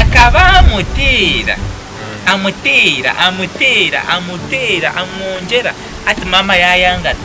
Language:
Nyankole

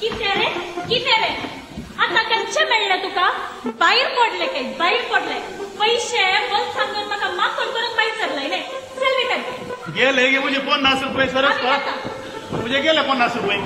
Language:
Konkani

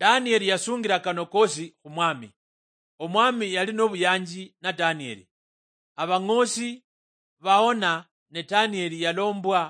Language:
Luyia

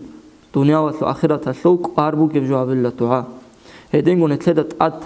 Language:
Avaric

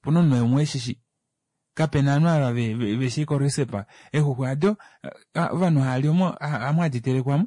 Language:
Kuanyama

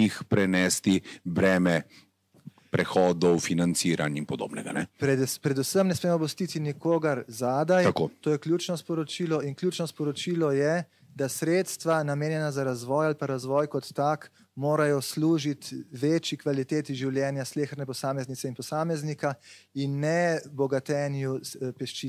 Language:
Slovenian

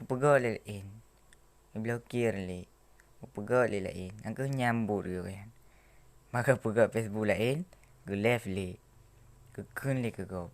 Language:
Achinese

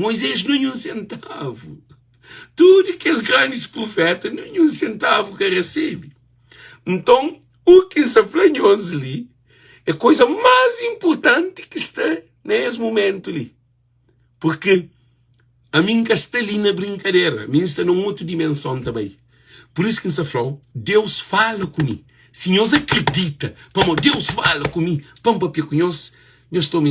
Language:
Kabuverdianu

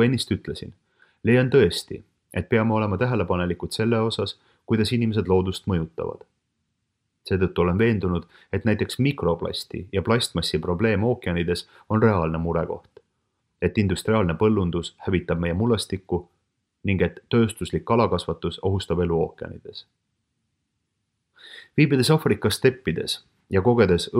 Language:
Estonian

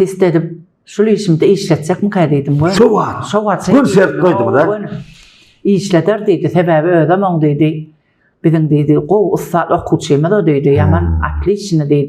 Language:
Turkmen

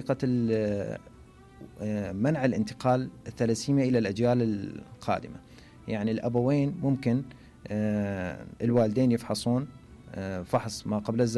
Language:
Mesopotamian Arabic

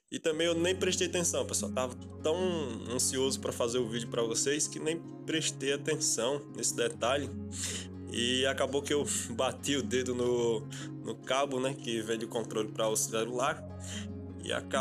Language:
Portuguese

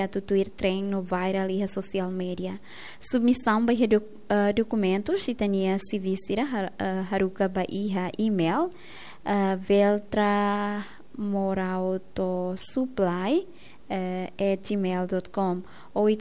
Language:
Tetum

